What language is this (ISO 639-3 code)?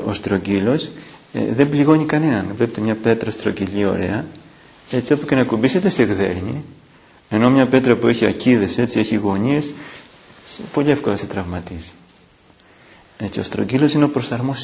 ell